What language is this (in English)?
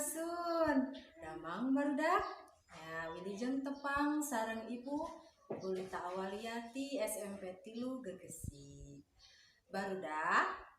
Sundanese